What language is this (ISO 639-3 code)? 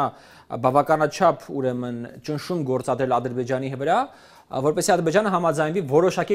hye